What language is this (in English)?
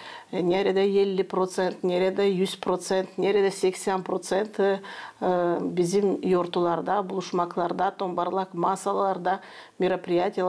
Gagauz